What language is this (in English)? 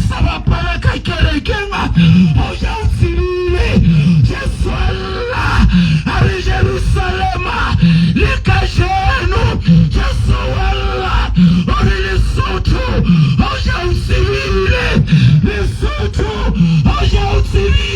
Southern Sotho